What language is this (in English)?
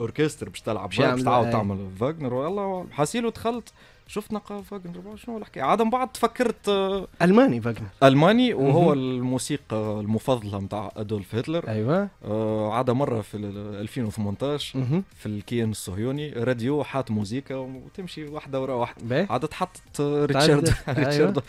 Tunisian Arabic